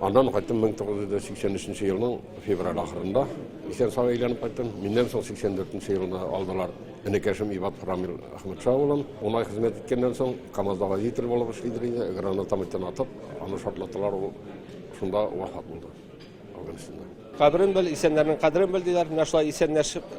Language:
Tatar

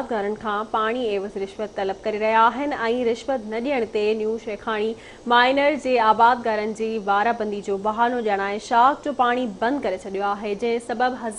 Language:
Sindhi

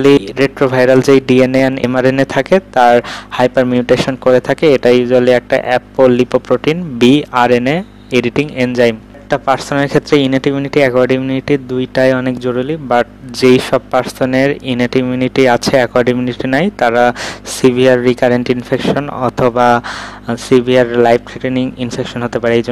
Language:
Bangla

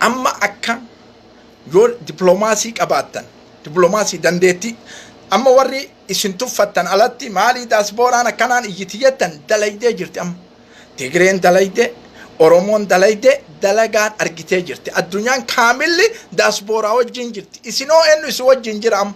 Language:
Oromo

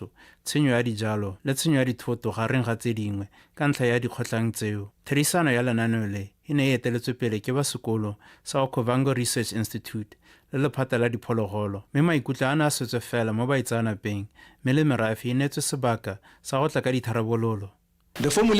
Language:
Tswana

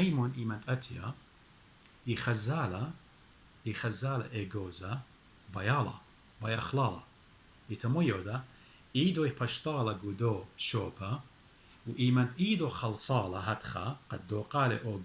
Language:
Assyrian Neo-Aramaic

